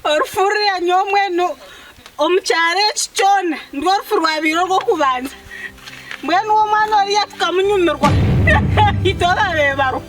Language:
Nyankole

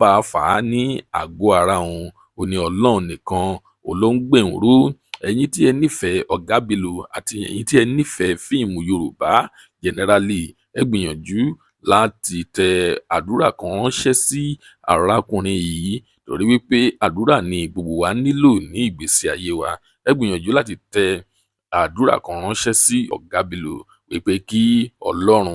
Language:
Yoruba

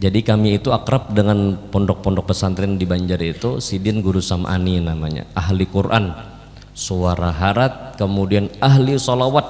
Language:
Banjar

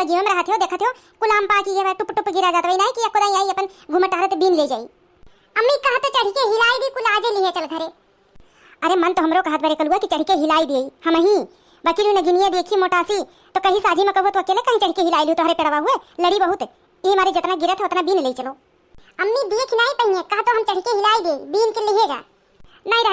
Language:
Awadhi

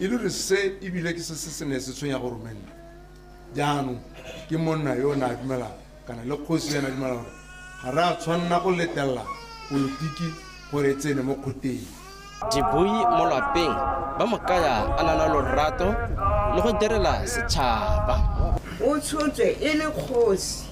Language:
Tswana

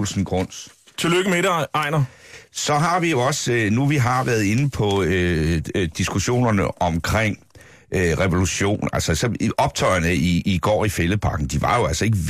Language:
Danish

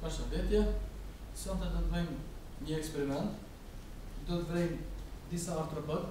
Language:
Albanian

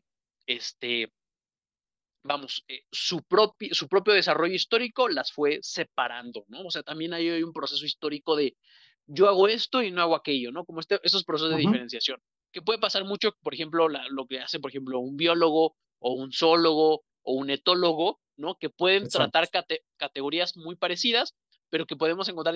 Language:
Spanish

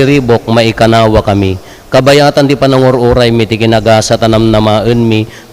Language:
Iloko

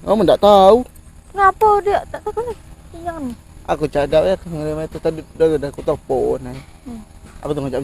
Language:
Musi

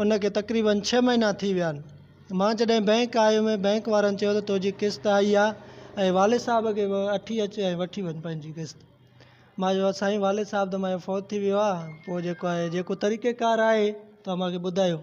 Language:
Sindhi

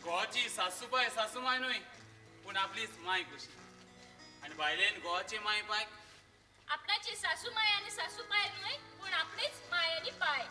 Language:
Konkani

